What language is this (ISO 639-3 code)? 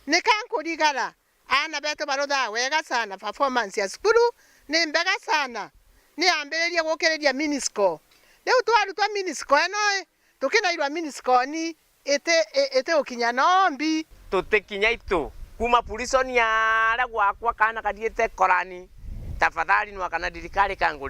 mer